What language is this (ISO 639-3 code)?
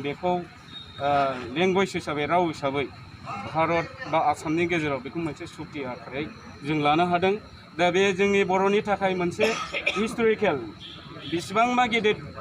brx